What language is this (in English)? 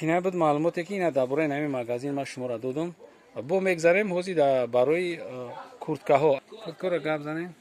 Tajik